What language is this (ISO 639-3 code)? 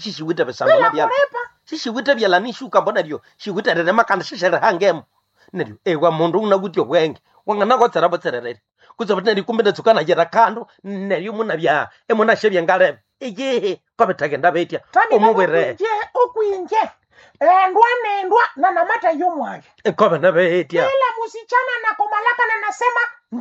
nnb